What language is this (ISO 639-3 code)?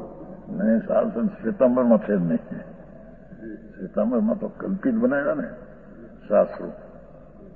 guj